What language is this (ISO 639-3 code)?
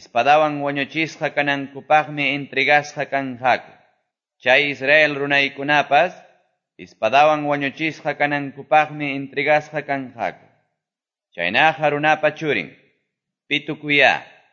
que